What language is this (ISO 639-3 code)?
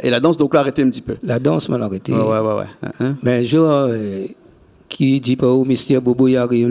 rcf